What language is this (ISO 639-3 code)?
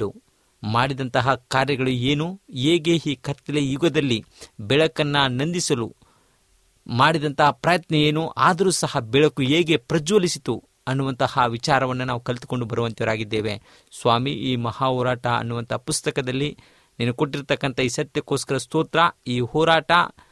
kan